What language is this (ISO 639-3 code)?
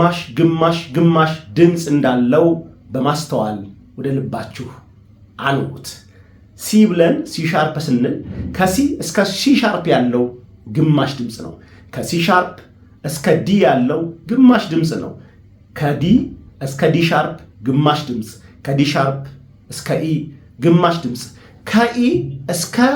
amh